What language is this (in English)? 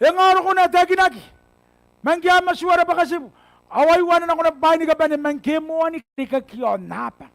Gilbertese